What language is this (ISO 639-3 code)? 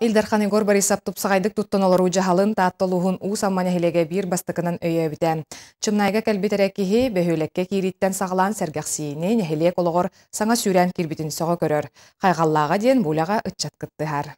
sah